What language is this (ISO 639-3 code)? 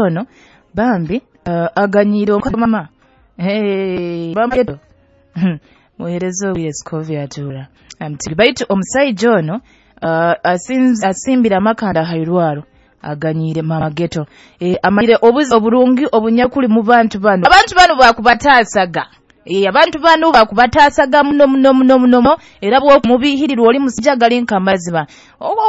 nyo